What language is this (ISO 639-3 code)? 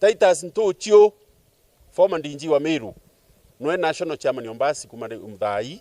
mer